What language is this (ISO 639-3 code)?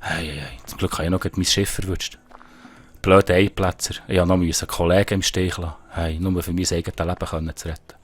gsw